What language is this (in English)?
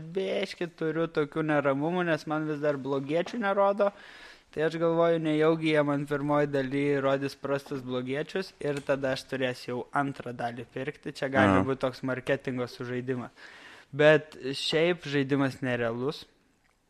Lithuanian